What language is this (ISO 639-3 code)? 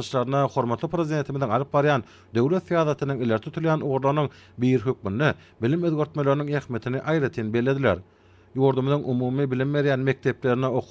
tuk